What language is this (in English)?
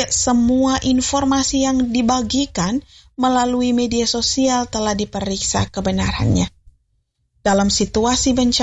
Indonesian